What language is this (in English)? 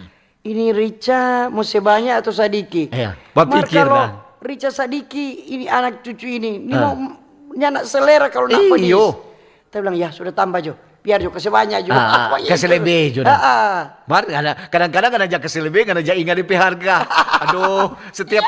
Manado Malay